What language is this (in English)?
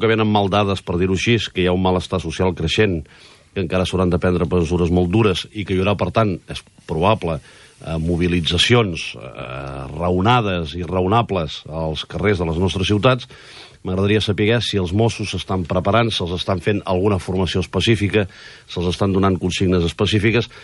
Catalan